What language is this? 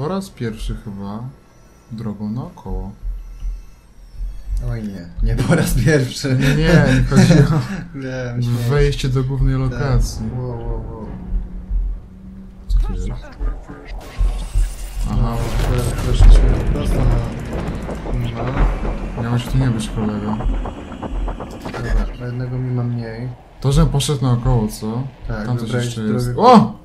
Polish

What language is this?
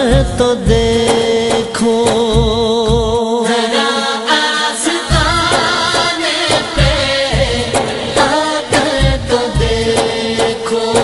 Urdu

